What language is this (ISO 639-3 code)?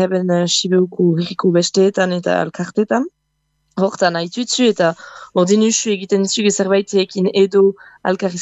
eus